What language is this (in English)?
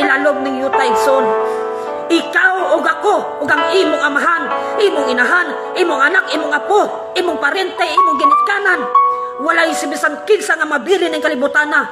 Cebuano